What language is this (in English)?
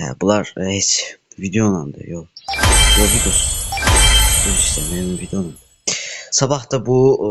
Azerbaijani